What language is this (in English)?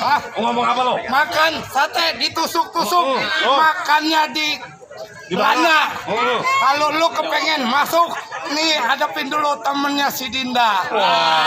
Betawi